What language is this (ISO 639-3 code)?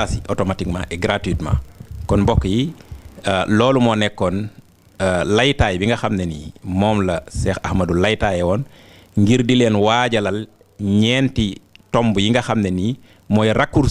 wol